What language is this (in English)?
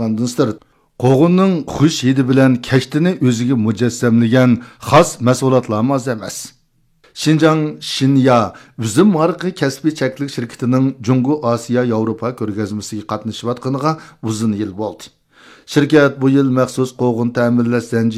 Uyghur